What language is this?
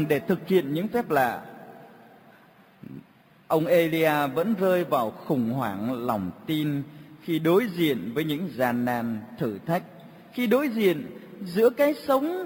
Vietnamese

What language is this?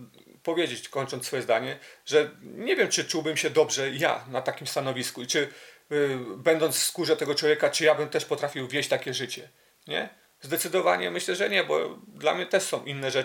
Polish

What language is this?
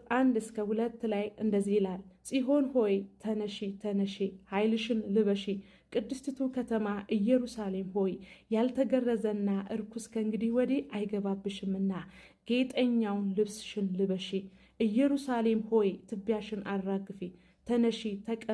Amharic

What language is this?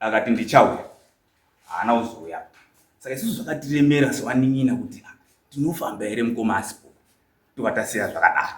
Shona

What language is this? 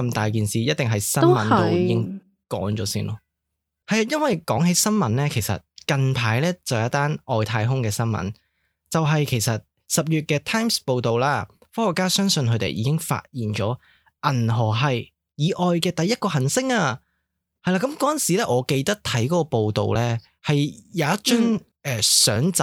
Cantonese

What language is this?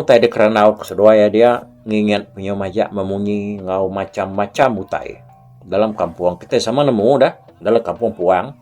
Iban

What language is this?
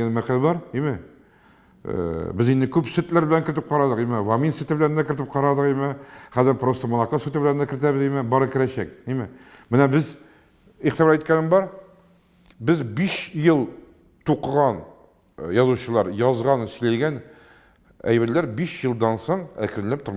Tatar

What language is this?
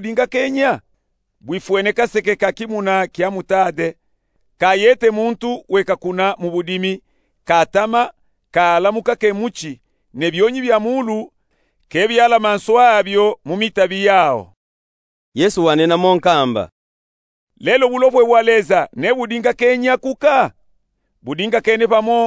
Luba-Katanga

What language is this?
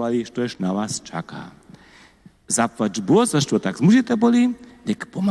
Upper Sorbian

